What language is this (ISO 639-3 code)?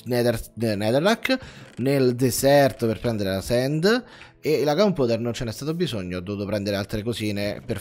ita